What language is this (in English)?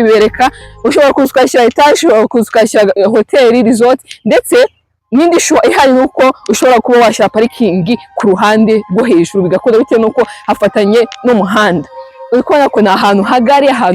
Kinyarwanda